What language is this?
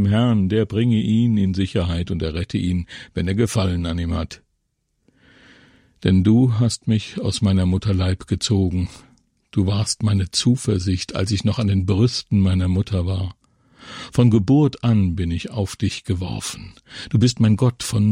German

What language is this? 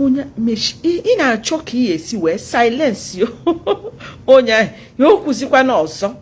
Igbo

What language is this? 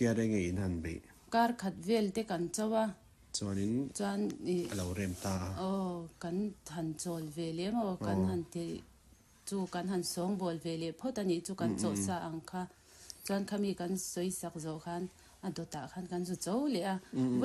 Mizo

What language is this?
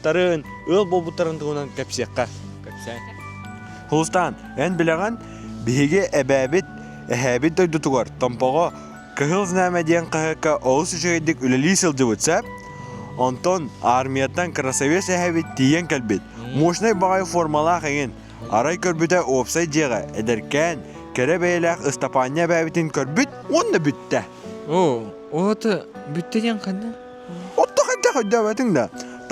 Yakut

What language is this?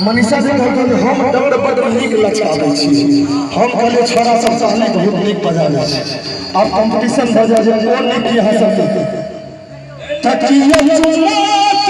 Maithili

